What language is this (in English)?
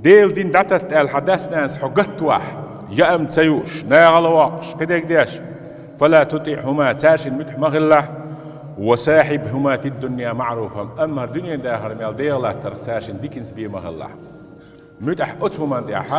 Chechen